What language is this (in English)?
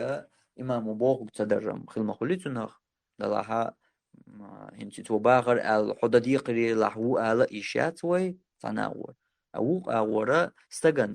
Chechen